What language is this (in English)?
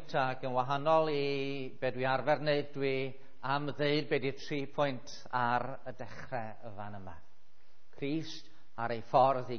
Welsh